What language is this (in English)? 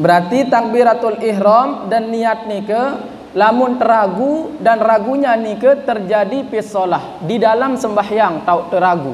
Sasak